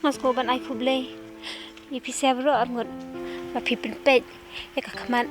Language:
Khasi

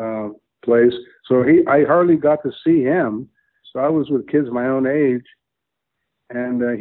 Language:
English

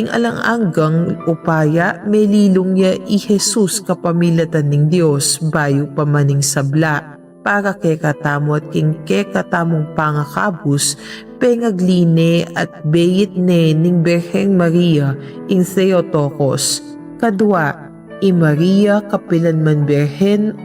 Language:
Pampanga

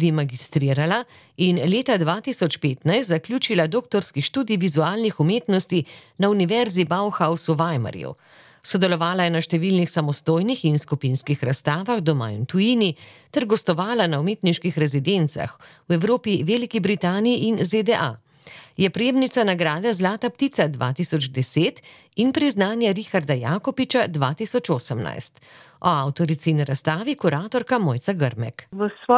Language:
Slovenian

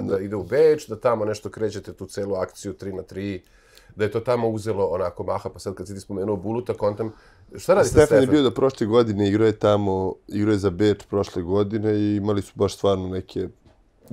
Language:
Serbian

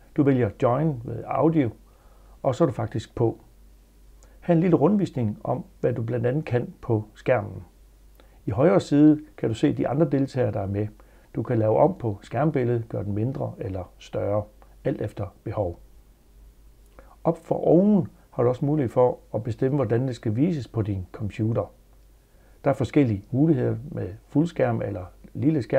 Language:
Danish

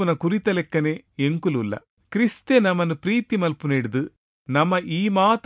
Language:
Tulu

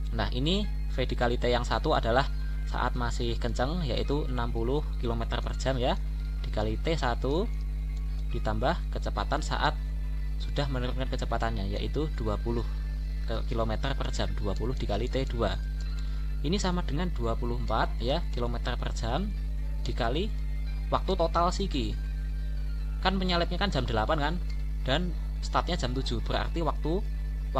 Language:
Indonesian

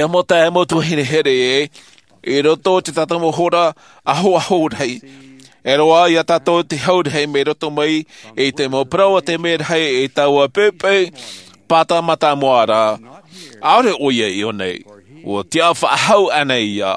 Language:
Tahitian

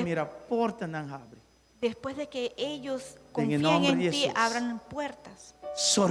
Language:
Papiamento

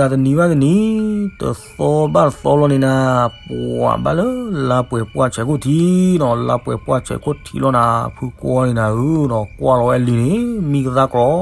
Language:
S'gaw Karen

